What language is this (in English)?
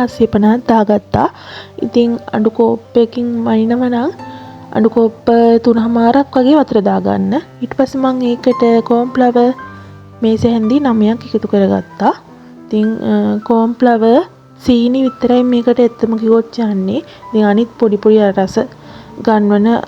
Sinhala